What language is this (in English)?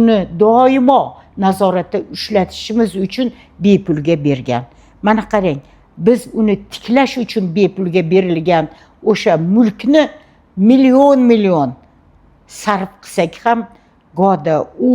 Uzbek